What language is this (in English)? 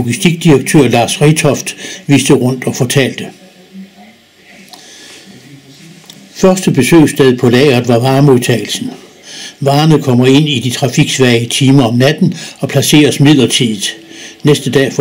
Danish